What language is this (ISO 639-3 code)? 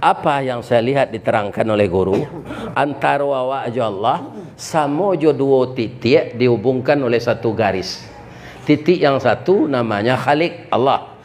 min